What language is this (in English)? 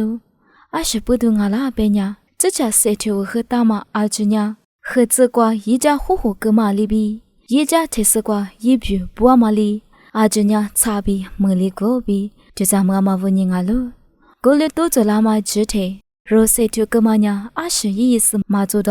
Lisu